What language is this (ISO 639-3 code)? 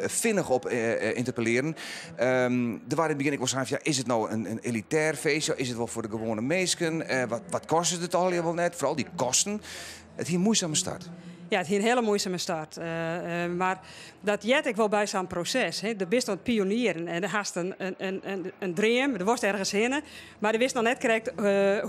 fry